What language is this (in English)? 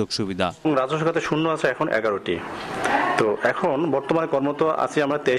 Bangla